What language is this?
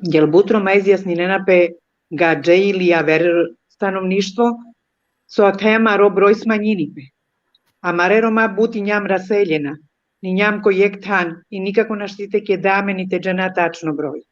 Balkan Romani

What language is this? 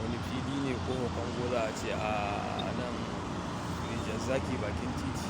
Hausa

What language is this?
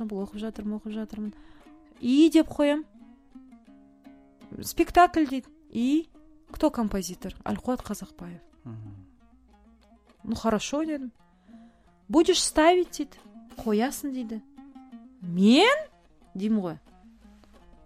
Kazakh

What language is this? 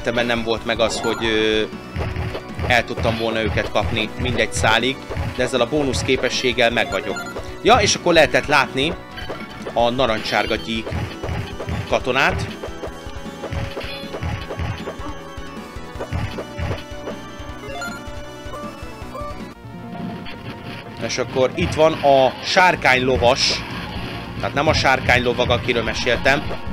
Hungarian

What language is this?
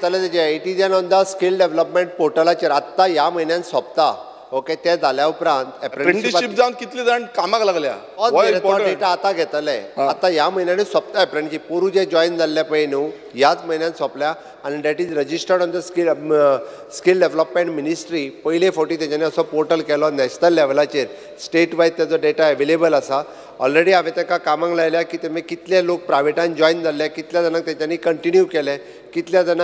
Konkani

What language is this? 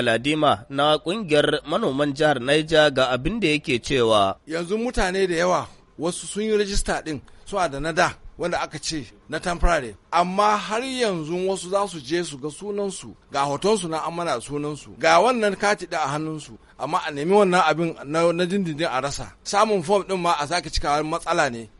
Hausa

